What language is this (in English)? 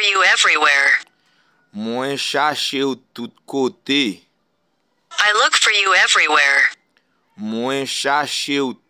Haitian Creole